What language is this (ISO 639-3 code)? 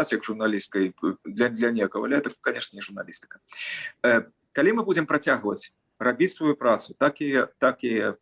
bel